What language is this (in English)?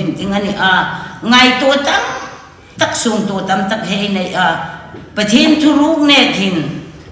Hmar